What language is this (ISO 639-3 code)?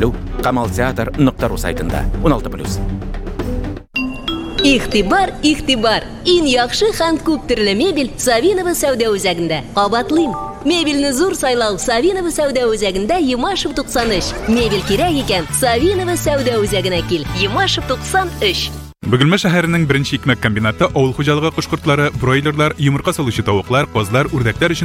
tat